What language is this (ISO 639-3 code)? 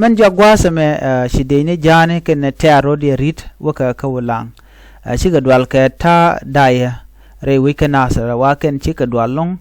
nus